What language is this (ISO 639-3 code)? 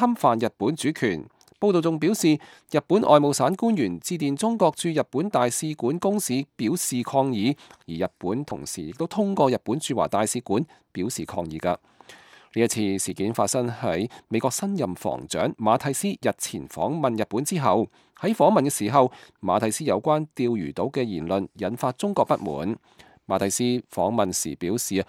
yue